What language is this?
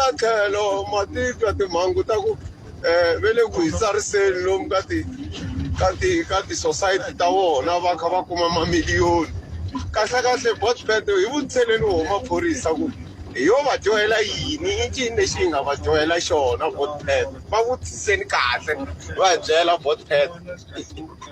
Tsonga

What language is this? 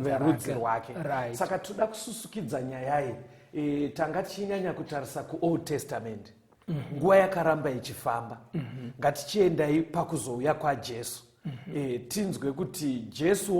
Shona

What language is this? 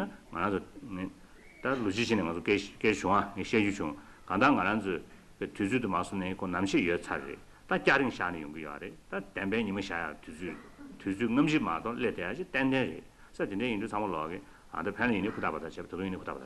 Tibetan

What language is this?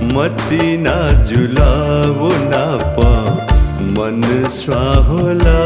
Newari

